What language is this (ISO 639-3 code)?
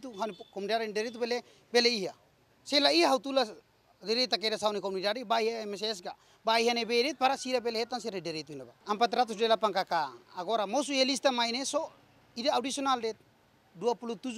tet